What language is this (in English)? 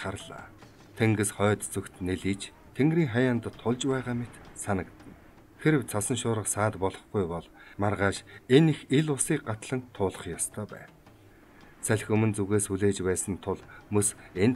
Mongolian